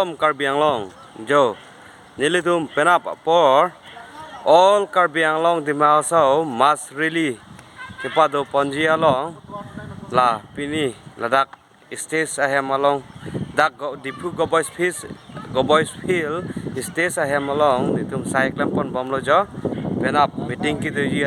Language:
Karbi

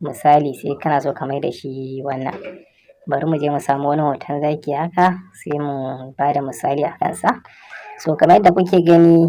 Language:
Hausa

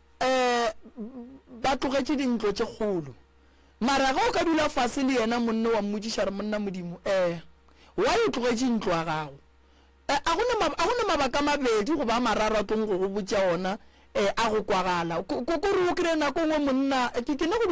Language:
Northern Sotho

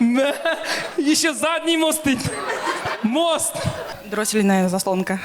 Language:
Kazakh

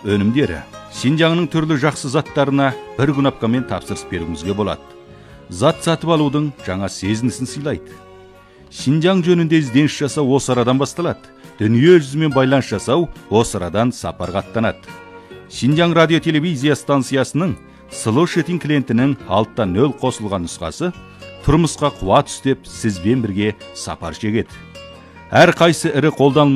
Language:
Kazakh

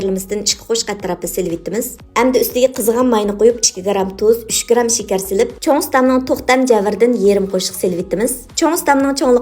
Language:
Uyghur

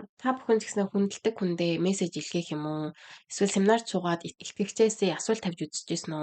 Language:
Mongolian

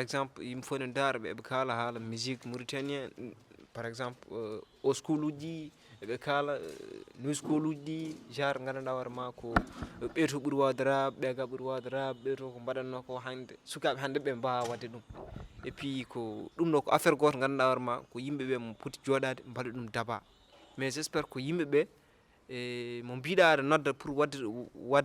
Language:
Fula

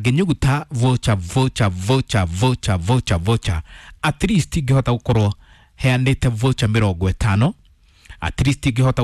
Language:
Kikuyu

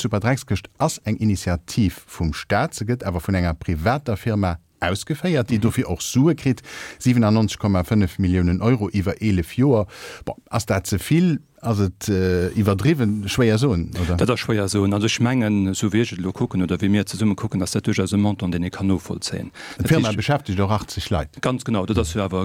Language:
Luxembourgish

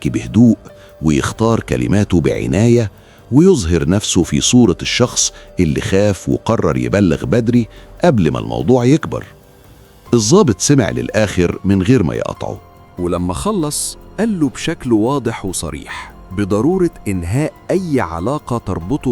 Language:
Egyptian Arabic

